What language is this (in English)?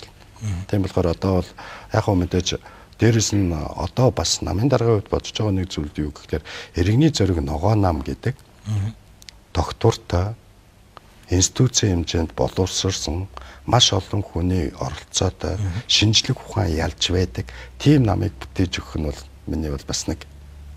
Mongolian